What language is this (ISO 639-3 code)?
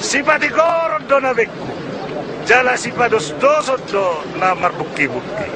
bbc